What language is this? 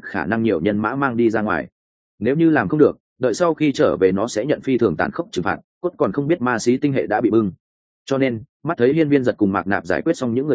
Vietnamese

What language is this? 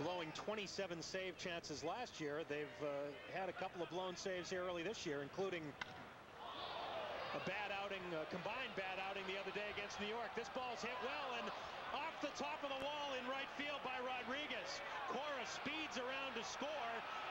English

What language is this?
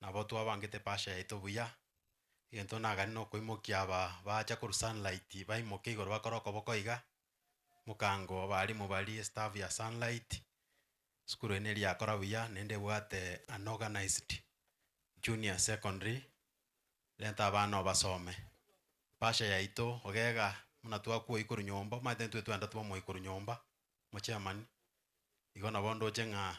Gusii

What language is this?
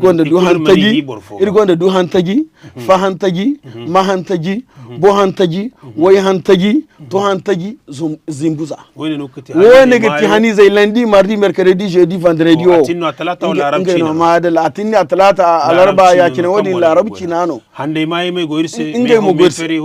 Zarma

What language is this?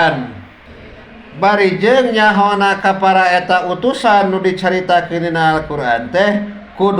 Sundanese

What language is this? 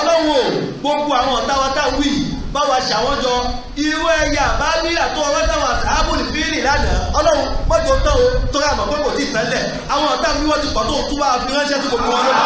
Yoruba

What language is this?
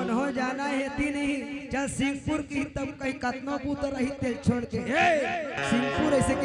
Chhattisgarhi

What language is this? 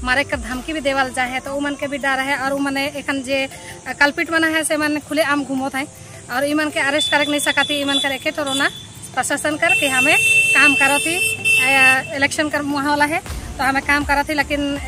Sadri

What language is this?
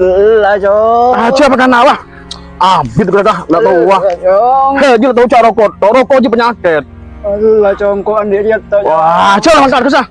Madurese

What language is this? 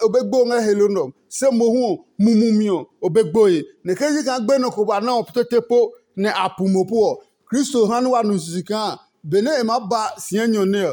Adangme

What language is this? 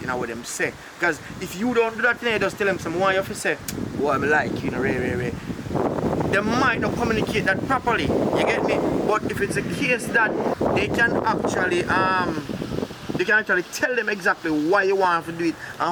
Jamaican Creole English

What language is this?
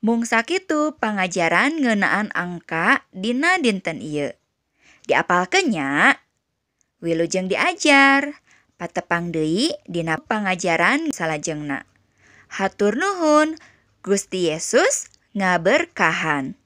Sundanese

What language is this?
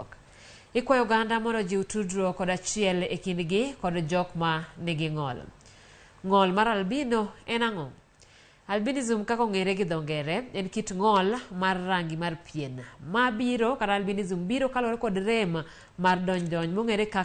Luo (Kenya and Tanzania)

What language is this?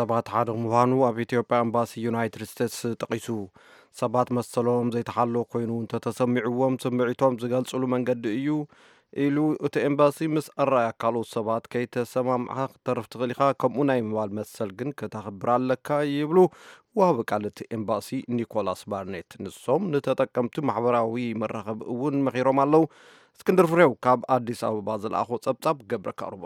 Tigrinya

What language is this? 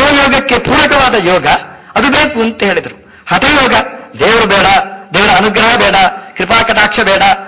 Kannada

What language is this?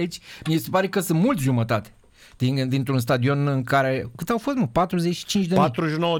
Romanian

